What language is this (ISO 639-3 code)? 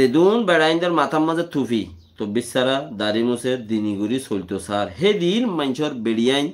rhg